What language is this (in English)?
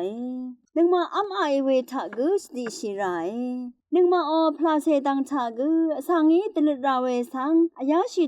Rawang